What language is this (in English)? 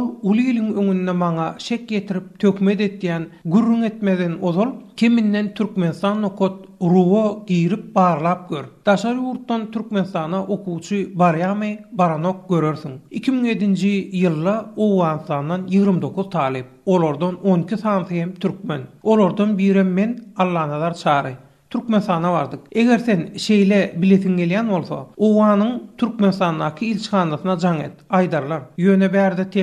Turkmen